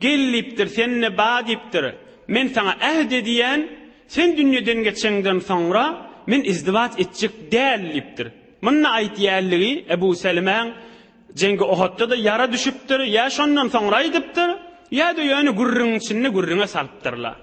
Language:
Turkmen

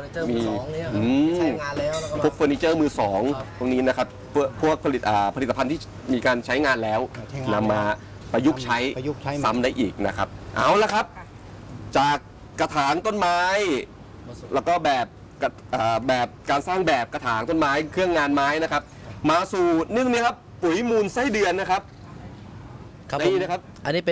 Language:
Thai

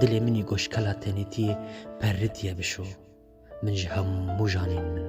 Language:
Kurdish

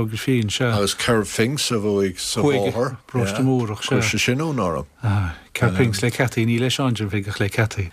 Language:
Irish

